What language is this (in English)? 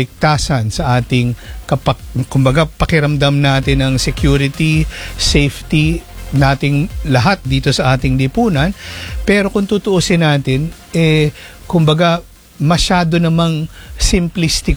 Filipino